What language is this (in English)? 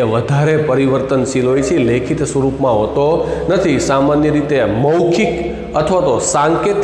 Gujarati